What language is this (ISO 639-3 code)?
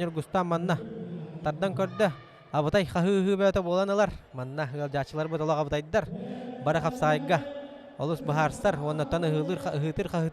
sah